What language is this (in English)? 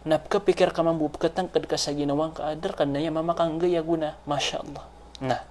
Maranao